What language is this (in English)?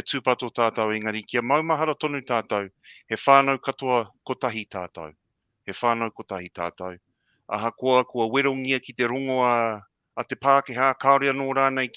Māori